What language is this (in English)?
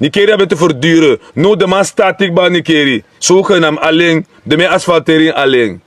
Sranan Tongo